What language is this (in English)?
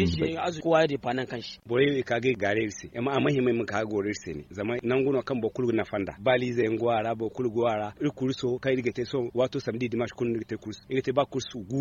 Zarma